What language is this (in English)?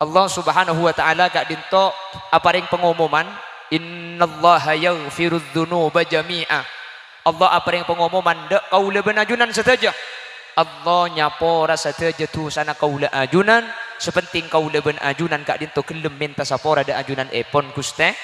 Madurese